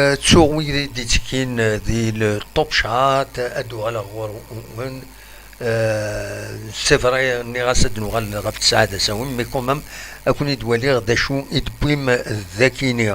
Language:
Kabyle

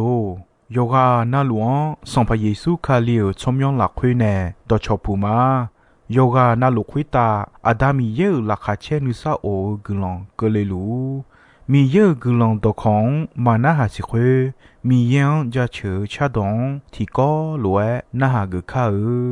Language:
Akha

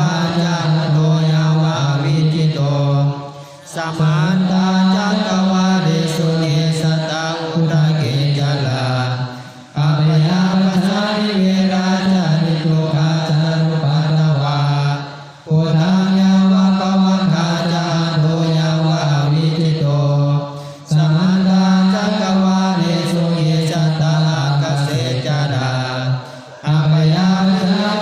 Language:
Pali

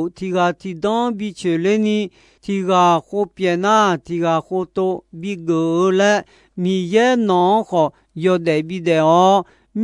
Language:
Akha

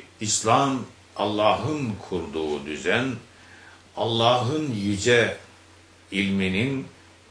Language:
Turkish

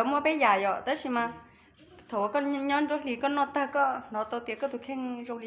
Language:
Hmong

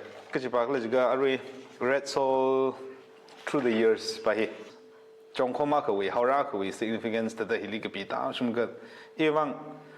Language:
Tangkhul Naga (India)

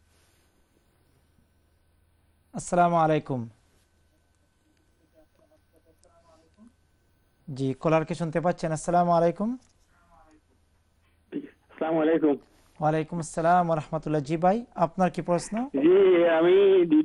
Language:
Bangla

